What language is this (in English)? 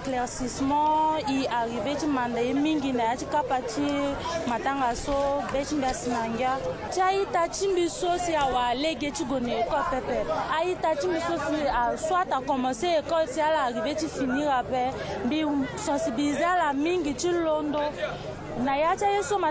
Sango